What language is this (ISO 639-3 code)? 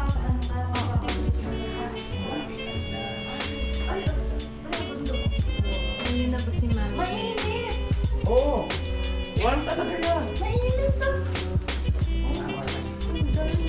fil